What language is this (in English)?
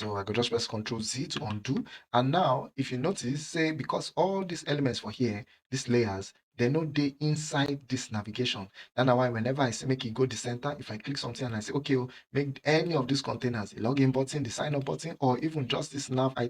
Nigerian Pidgin